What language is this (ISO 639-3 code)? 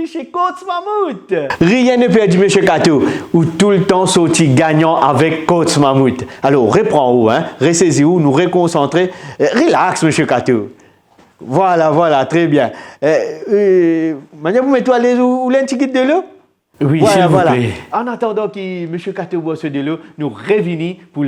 mfe